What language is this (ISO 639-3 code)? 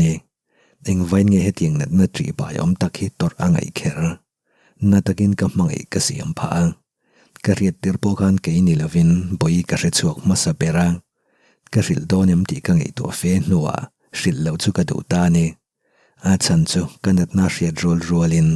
lus